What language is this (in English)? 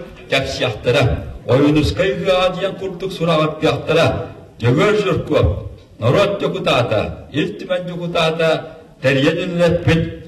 Yakut